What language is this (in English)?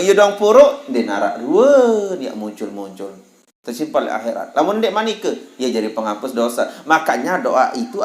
Sasak